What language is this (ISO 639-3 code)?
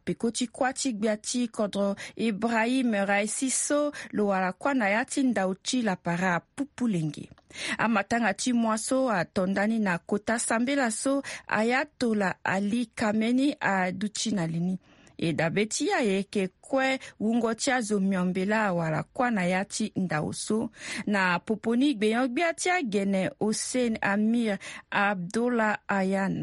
sag